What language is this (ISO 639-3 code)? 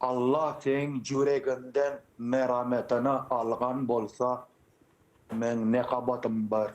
crh